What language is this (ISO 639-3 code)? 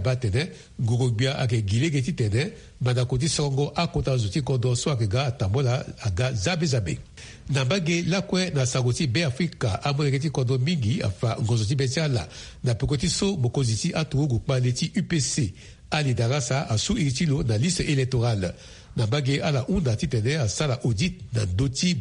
sag